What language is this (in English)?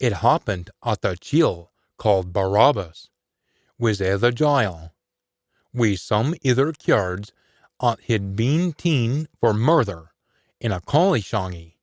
Scots